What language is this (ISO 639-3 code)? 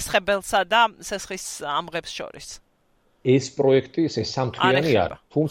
kat